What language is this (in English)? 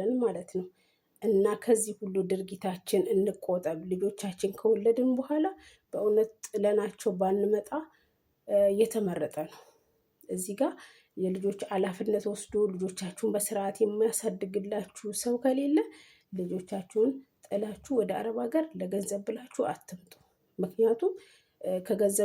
Amharic